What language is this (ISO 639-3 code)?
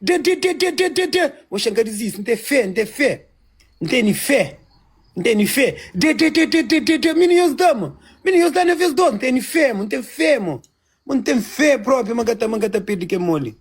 kea